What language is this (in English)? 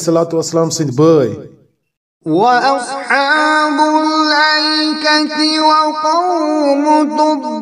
Kashmiri